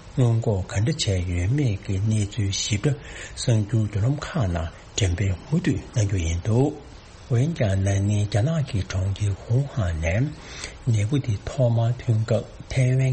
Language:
Tibetan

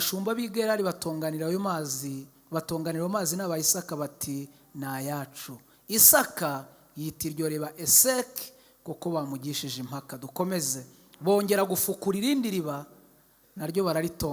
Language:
Kinyarwanda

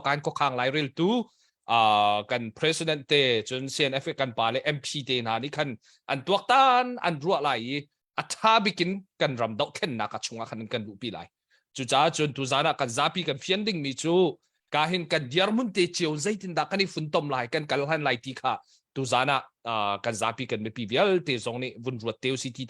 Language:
Hakha Chin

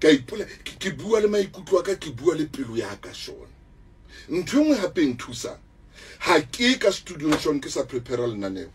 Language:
Southern Sotho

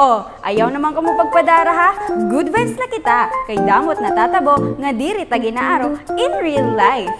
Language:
Waray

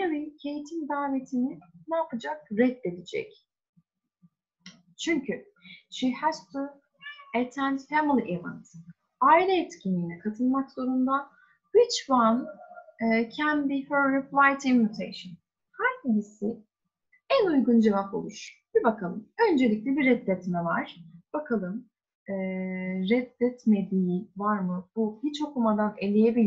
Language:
Turkish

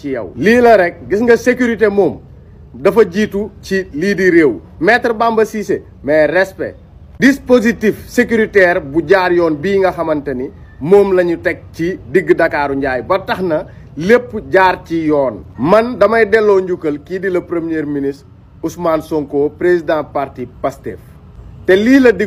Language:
Wolof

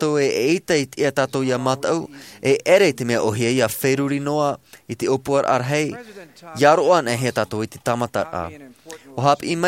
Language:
Tahitian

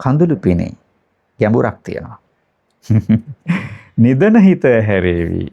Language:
Sinhala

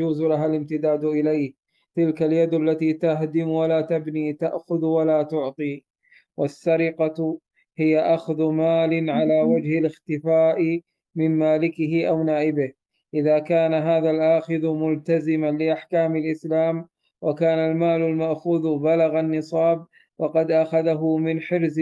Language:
Arabic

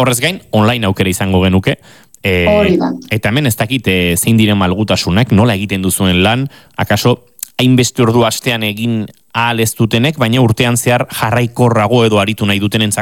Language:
Basque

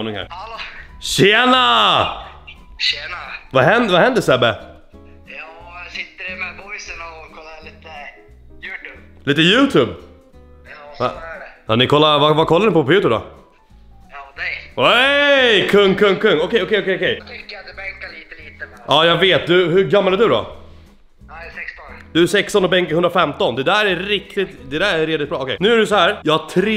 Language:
Swedish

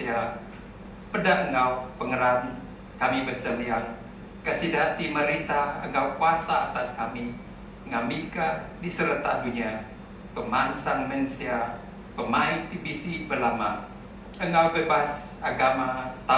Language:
Iban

